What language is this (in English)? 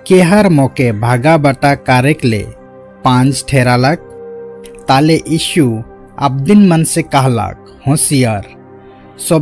Sadri